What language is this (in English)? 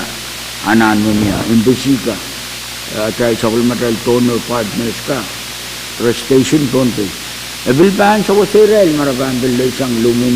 Pohnpeian